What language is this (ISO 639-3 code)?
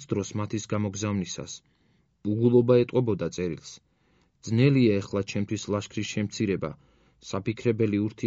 kat